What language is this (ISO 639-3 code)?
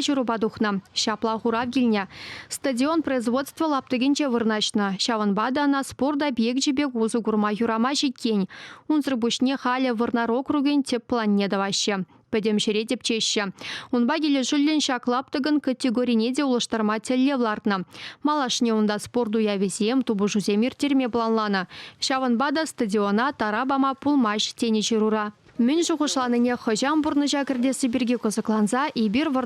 chv